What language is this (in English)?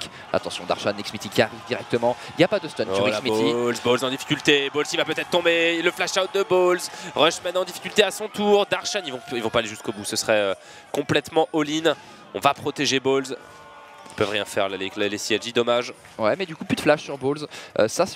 French